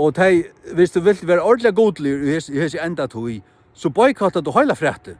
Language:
Faroese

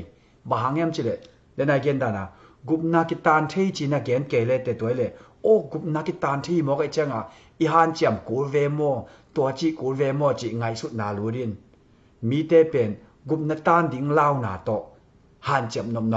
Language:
Tedim Chin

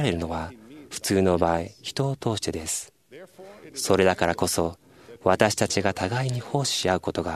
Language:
Japanese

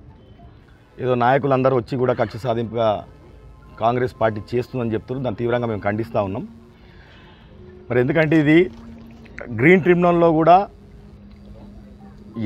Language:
Telugu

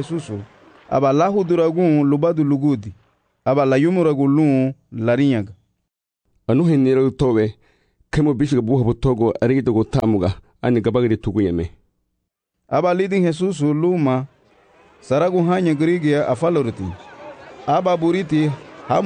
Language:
Garifuna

